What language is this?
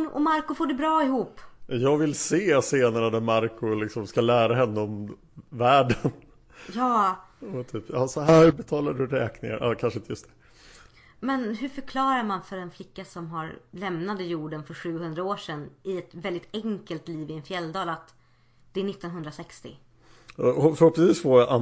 Swedish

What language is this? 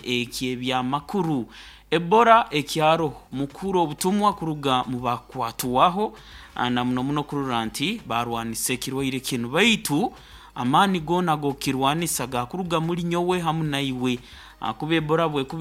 Nyoro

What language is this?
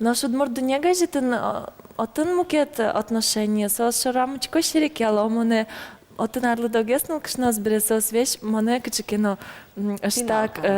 Udmurt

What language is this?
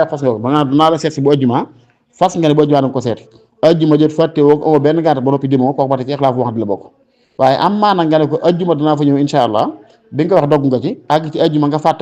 Wolof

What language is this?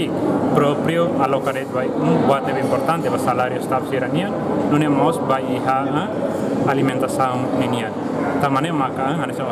Tetum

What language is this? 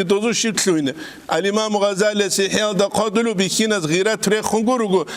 Avaric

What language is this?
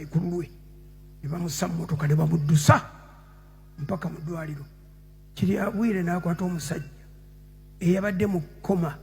Ganda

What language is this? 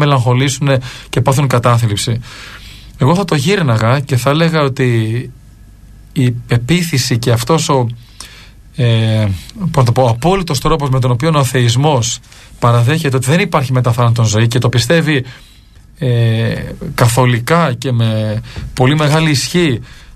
Greek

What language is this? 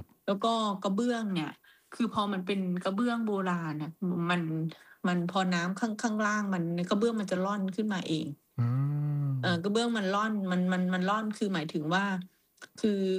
Thai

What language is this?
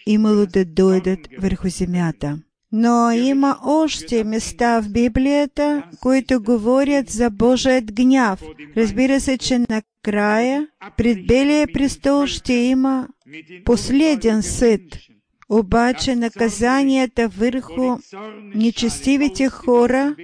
Bulgarian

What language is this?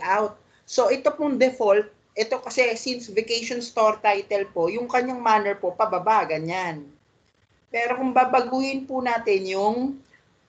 Filipino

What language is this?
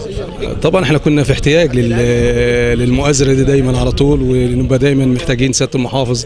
Egyptian Arabic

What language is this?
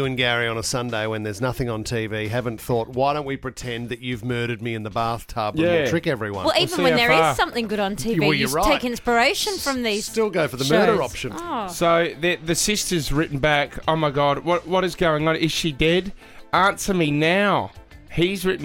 English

